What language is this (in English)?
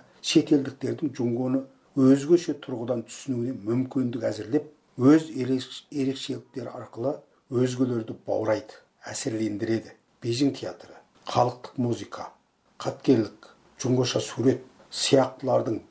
Kazakh